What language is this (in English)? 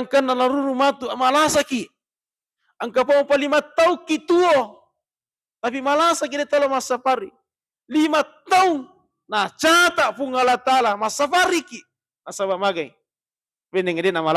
Buginese